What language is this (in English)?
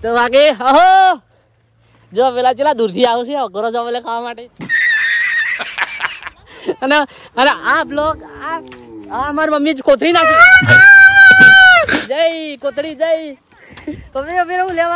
Gujarati